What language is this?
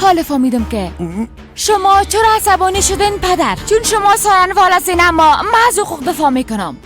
Persian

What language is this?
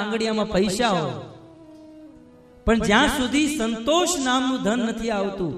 Gujarati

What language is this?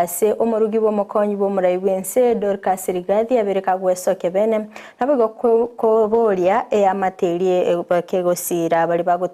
Gusii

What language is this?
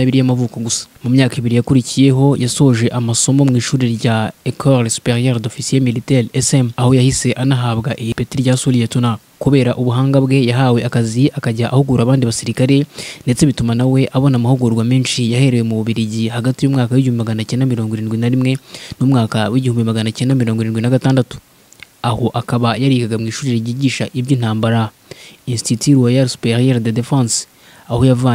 Kinyarwanda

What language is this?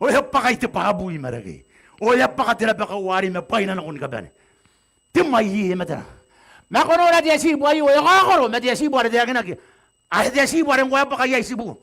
Gilbertese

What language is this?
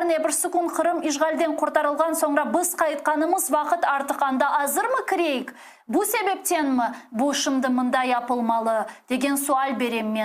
Crimean Tatar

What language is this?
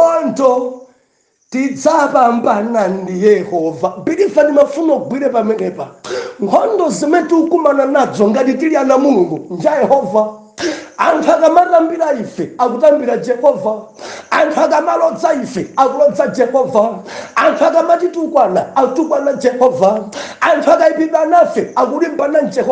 Nyanja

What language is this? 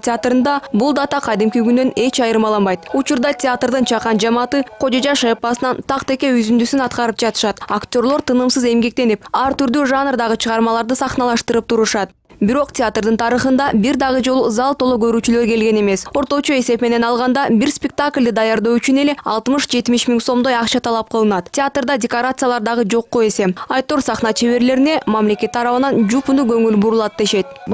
Kyrgyz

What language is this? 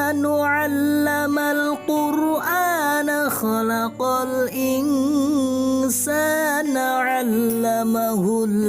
Betawi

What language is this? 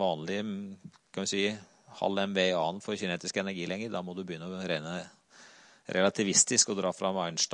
Norwegian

